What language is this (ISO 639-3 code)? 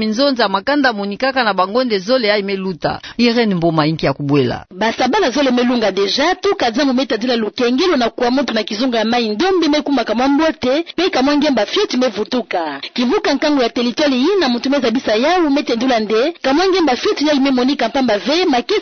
ktu